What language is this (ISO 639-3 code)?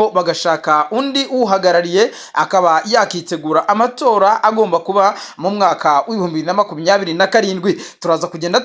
kin